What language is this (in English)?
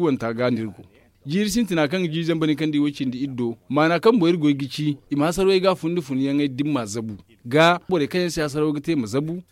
Zarma